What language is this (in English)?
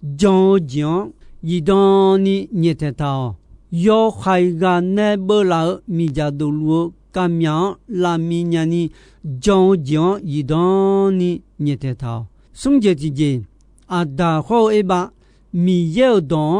Akha